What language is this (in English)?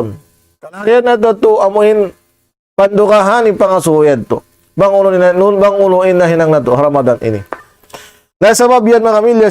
Tausug